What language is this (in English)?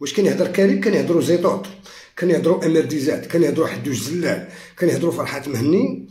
Algerian Arabic